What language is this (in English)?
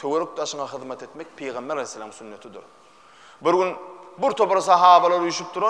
Turkmen